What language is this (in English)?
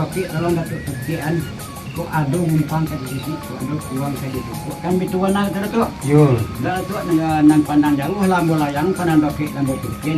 Minangkabau